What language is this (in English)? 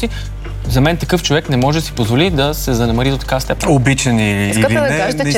Bulgarian